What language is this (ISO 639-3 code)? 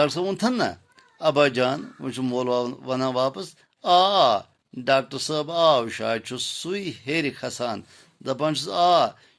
kas